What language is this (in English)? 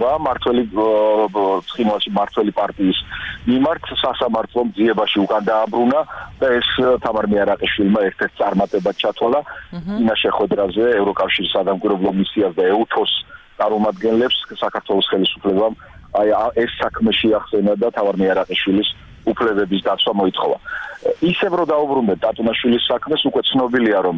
Georgian